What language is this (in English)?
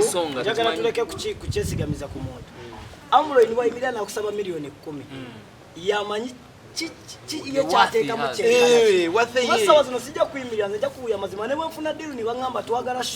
Nyankole